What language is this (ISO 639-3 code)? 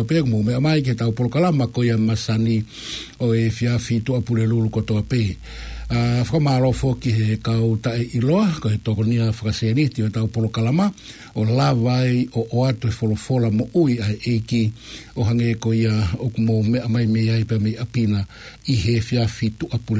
ton